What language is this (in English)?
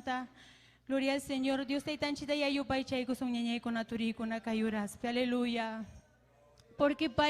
Ayacucho Quechua